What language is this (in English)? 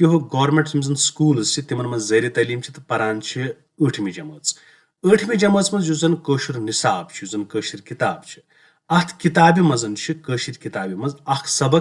Kashmiri